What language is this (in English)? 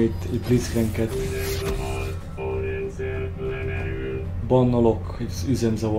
Hungarian